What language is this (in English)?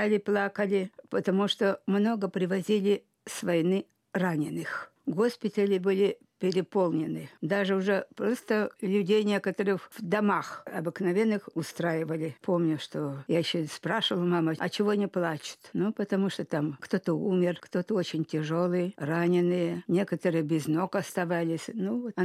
Russian